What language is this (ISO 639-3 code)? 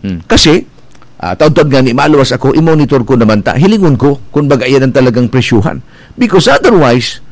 bik